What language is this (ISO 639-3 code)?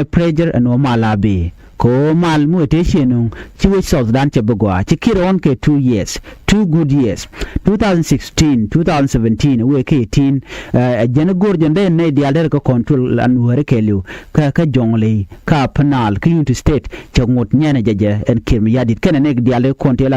nus